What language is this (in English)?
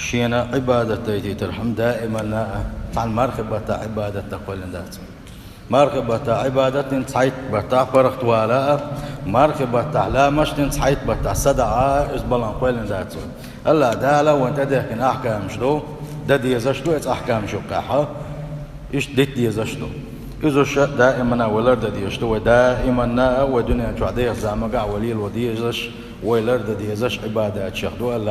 Chechen